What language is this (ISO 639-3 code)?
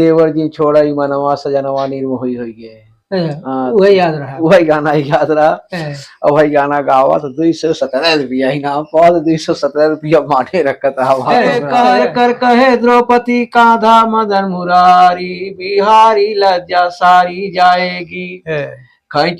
awa